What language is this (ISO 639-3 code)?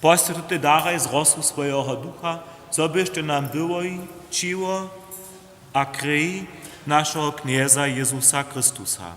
hsb